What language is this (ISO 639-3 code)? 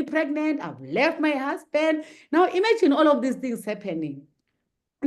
eng